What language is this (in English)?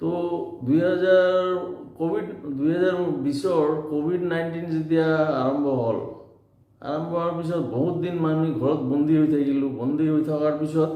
Assamese